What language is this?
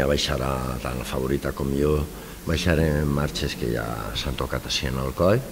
Catalan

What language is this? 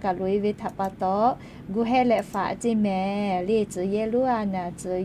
Lahu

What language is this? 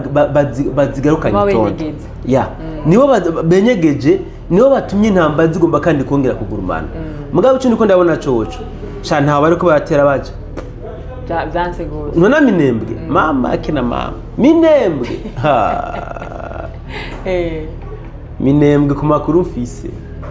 Rundi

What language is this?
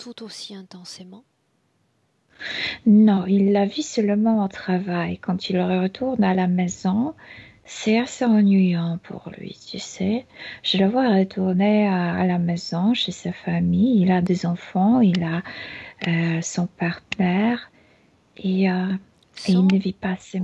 French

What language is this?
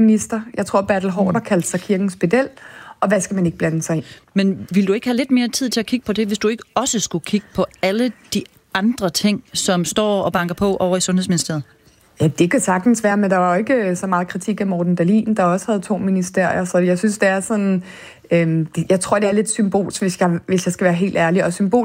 Danish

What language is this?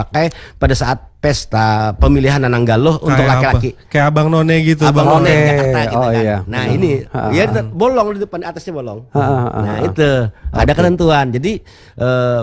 Indonesian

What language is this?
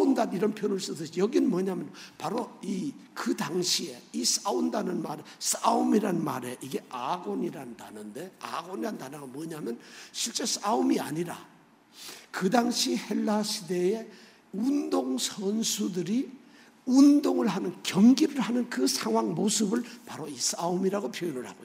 Korean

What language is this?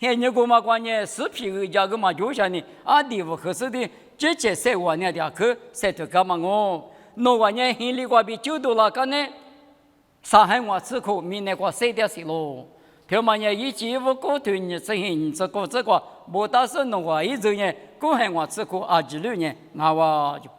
Lisu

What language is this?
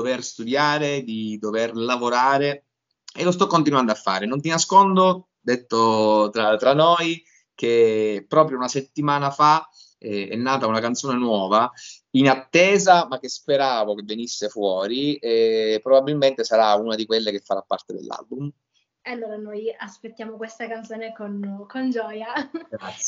Italian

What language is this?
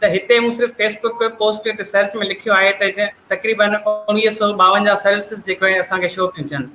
Sindhi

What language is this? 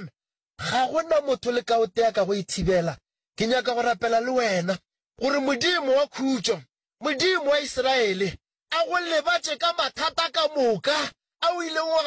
Northern Sotho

